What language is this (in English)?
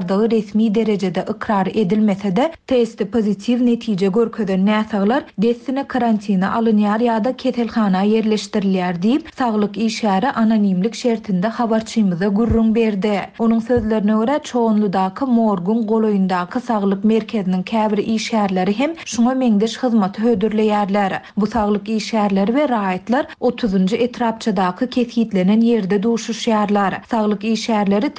Turkmen